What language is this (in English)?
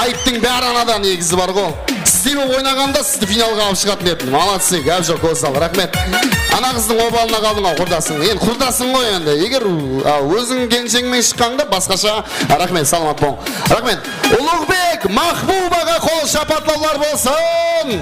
Kara-Kalpak